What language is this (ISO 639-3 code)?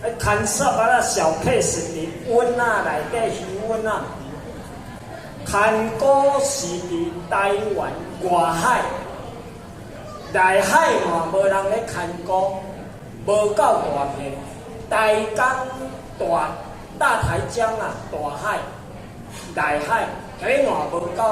nan